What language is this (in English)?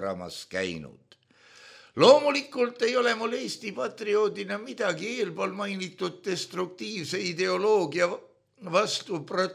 Estonian